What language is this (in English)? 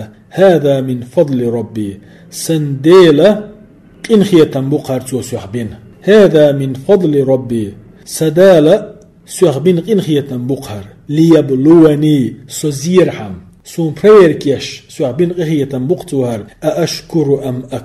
Chechen